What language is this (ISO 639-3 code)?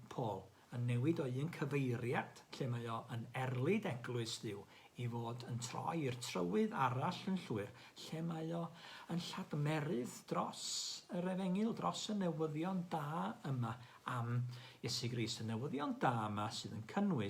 cym